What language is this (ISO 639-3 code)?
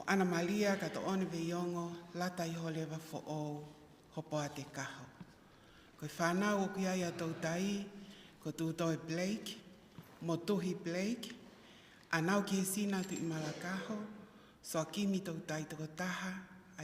ton